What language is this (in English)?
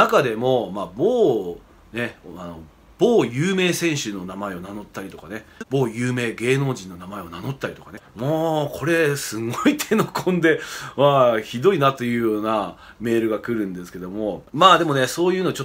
Japanese